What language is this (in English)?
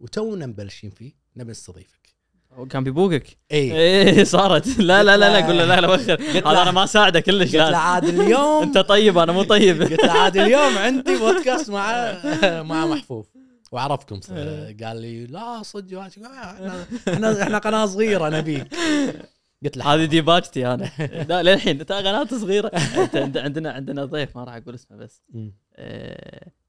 Gulf Arabic